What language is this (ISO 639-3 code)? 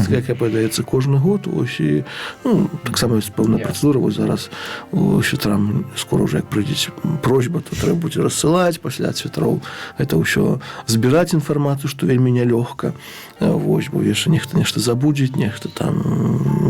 bel